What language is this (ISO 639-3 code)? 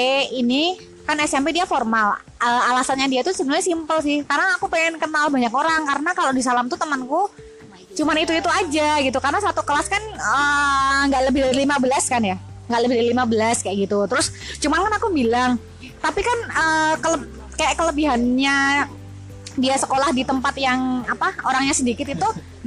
ind